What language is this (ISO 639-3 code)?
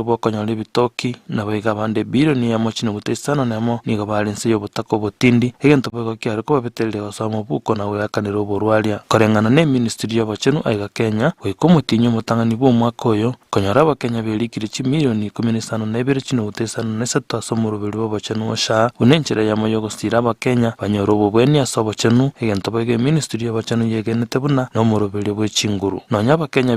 guz